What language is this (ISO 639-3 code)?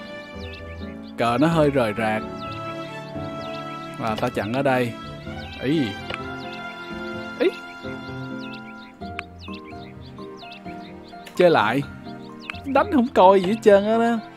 vie